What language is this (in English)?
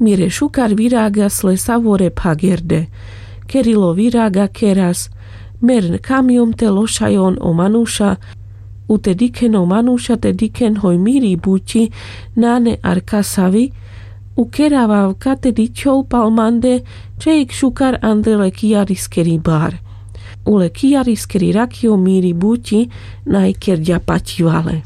Carpathian Romani